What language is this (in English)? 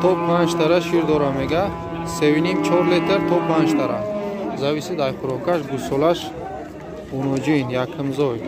Tajik